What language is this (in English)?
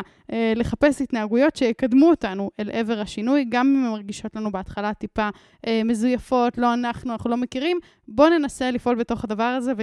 Hebrew